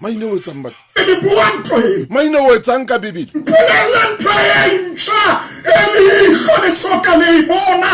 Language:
Southern Sotho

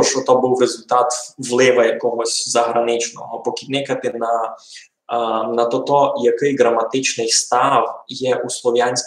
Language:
Rusyn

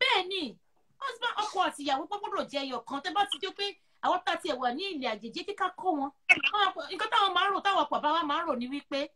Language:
Yoruba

